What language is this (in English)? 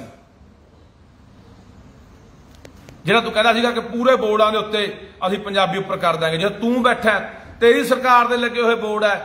Punjabi